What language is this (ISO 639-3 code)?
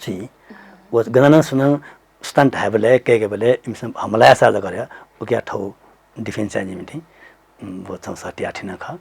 new